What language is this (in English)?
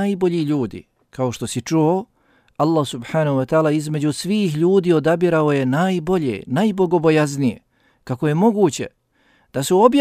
Bosnian